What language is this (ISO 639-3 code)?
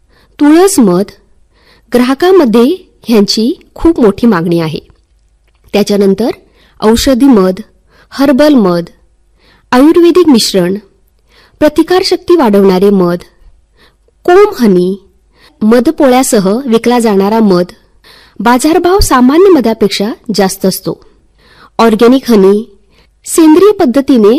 mar